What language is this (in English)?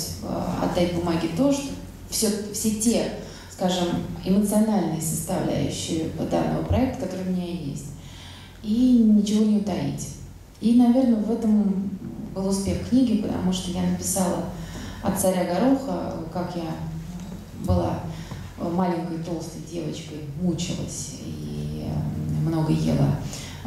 Russian